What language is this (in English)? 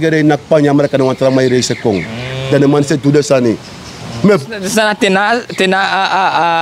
Sranan Tongo